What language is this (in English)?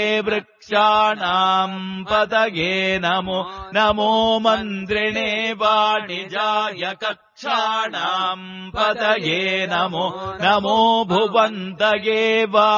Sanskrit